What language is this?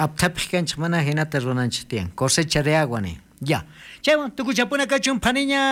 South Bolivian Quechua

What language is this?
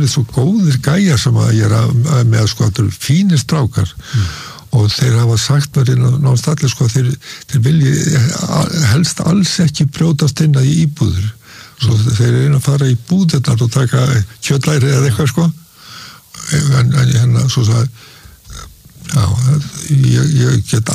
Icelandic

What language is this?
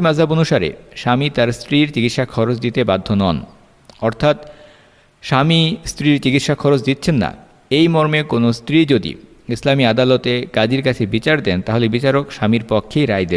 Bangla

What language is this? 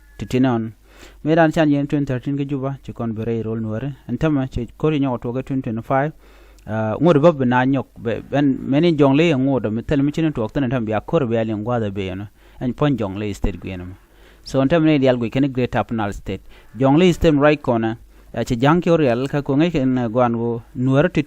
Nuer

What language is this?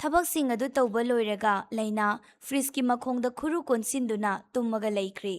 Manipuri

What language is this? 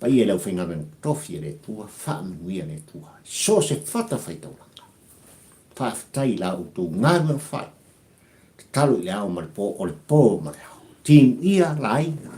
Samoan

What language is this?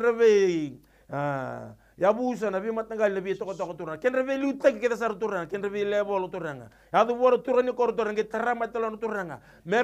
Fijian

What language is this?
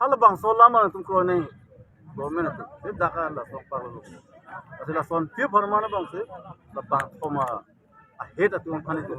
Karbi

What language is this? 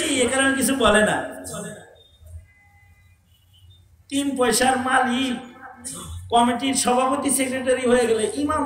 Bangla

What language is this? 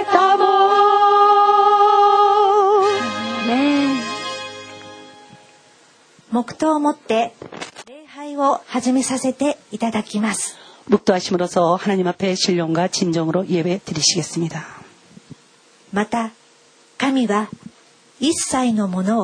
Japanese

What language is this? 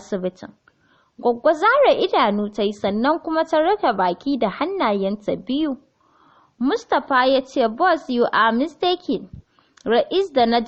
Hausa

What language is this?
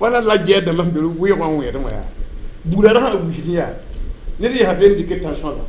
Mossi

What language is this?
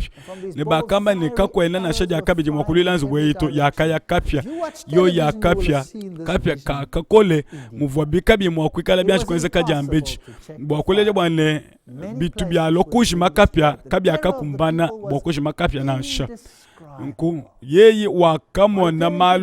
Luba-Lulua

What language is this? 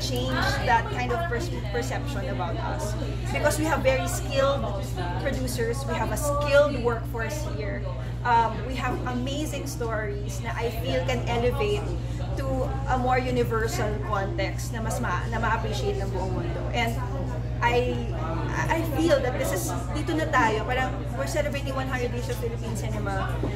Filipino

